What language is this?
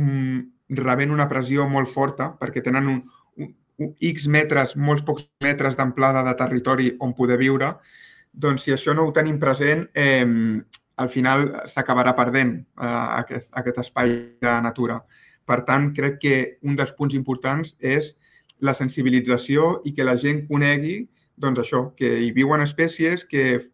Catalan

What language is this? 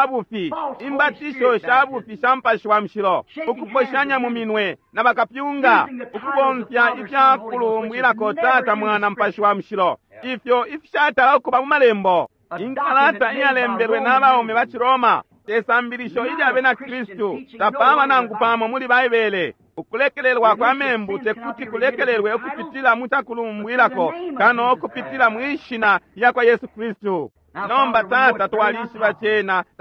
Bemba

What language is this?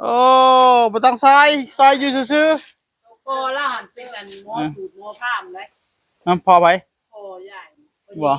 Northeastern Thai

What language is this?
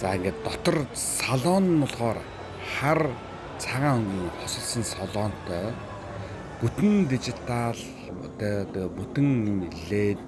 Mongolian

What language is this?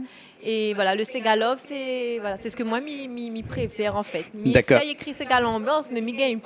Réunion Creole French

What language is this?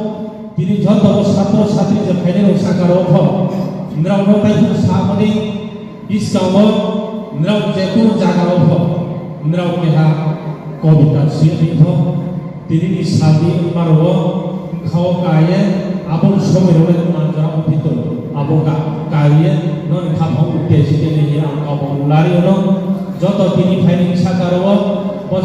Riang (India)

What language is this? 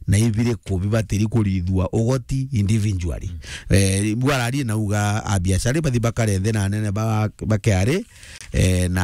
Meru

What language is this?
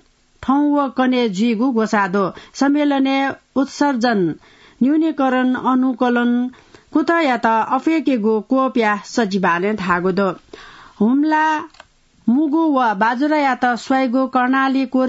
Newari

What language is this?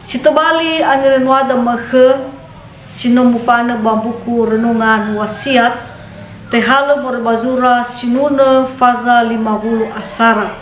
Nias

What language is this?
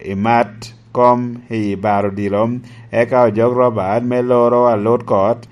Lango (Uganda)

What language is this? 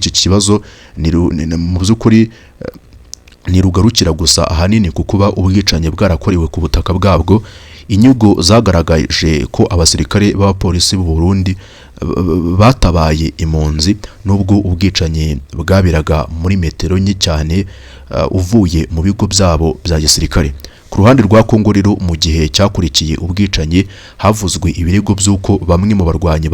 Kinyarwanda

